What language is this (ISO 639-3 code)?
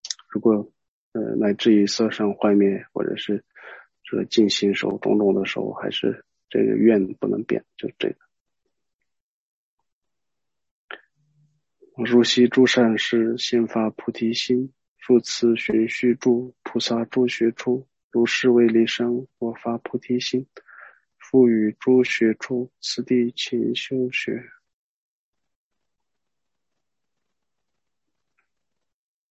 zho